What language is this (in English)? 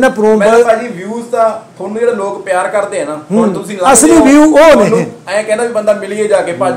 Punjabi